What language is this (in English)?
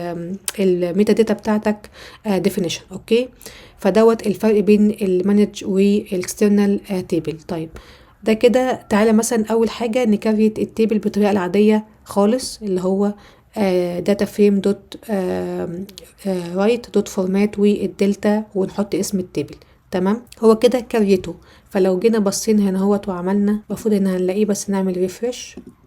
Egyptian Arabic